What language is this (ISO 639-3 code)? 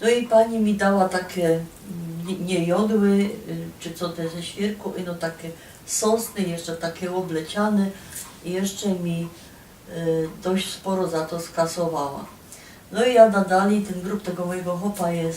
szl